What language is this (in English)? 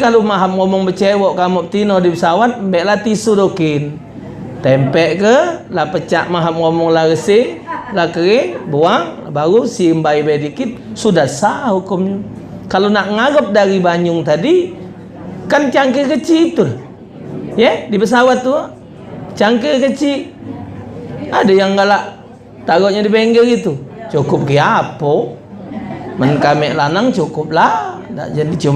Musi